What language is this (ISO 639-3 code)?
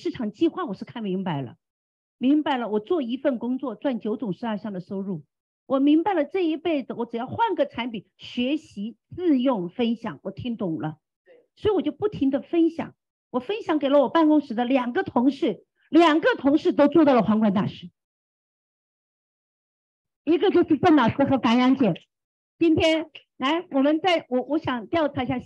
zho